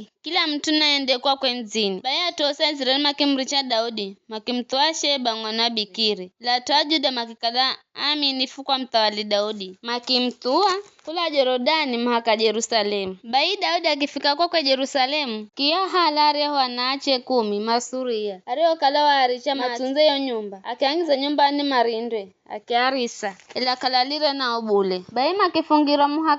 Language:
Giryama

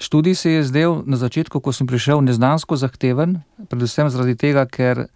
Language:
Slovenian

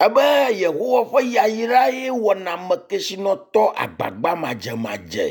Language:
Ewe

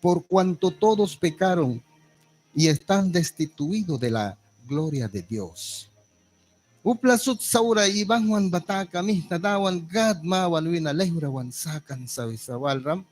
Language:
Mískito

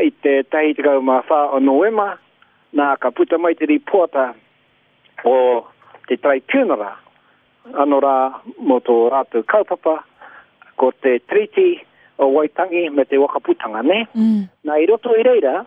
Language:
Māori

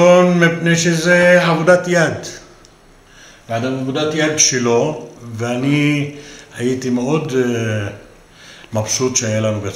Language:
Hebrew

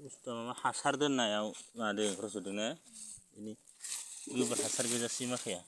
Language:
Bodo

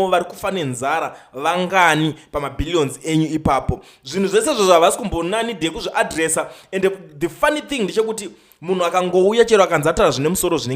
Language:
Shona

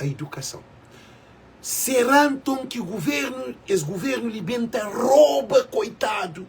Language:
Kabuverdianu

